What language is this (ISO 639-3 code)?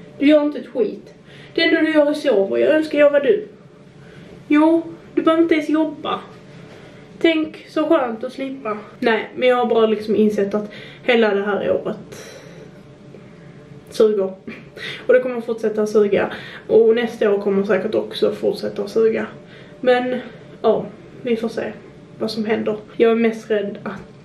swe